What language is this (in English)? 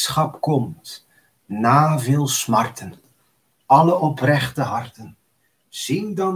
Dutch